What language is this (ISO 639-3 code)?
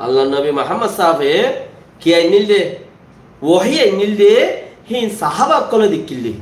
rhg